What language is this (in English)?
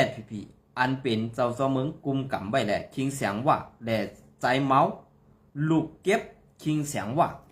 Shan